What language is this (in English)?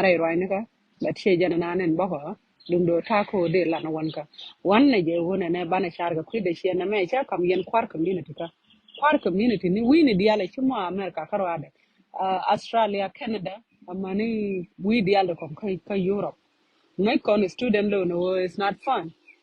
Nuer